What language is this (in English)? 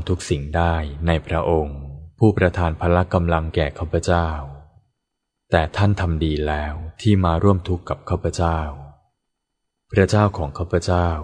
Thai